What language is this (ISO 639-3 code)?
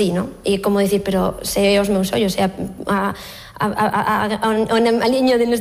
glg